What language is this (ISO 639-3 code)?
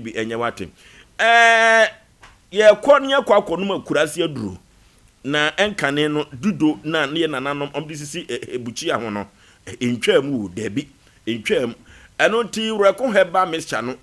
aka